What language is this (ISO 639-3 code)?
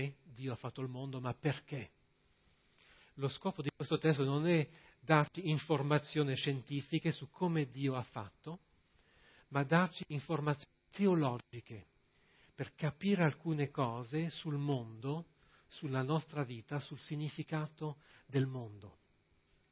ita